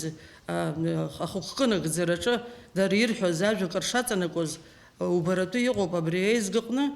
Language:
Abkhazian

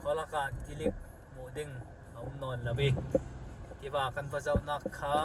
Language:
Falam Chin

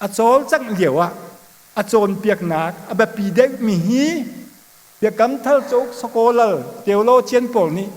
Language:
Hakha Chin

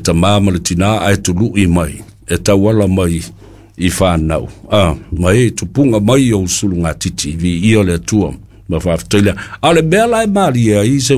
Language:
Samoan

